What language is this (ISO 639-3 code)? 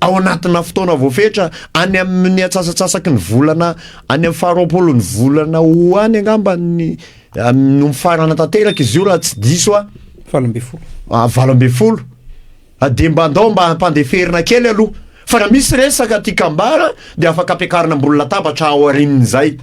mlg